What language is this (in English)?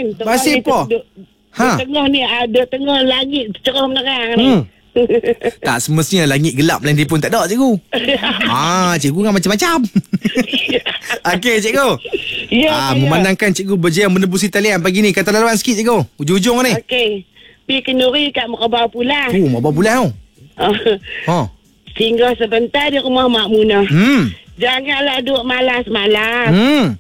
Malay